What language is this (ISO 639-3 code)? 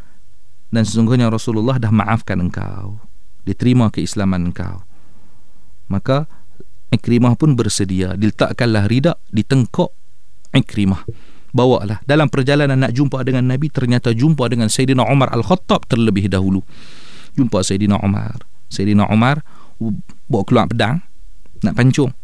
msa